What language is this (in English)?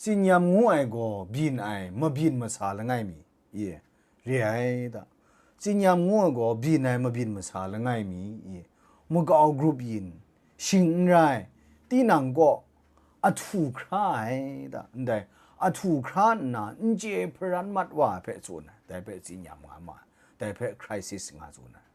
Kachin